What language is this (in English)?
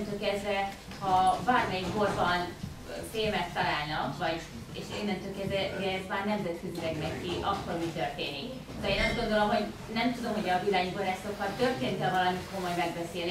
Hungarian